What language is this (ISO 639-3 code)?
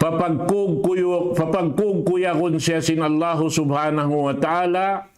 tsg